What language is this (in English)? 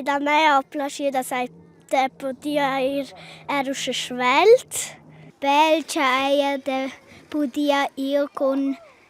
Romansh